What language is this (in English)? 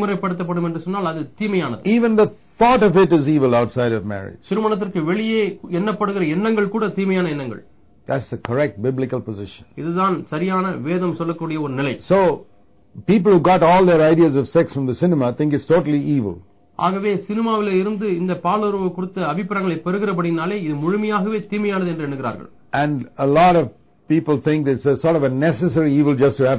Tamil